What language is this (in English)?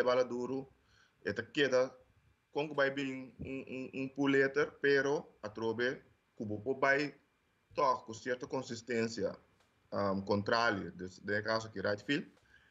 Papiamento